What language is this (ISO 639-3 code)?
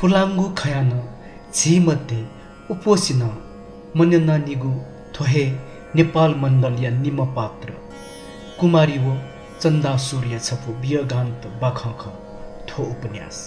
new